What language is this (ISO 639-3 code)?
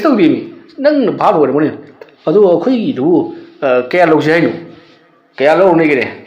mni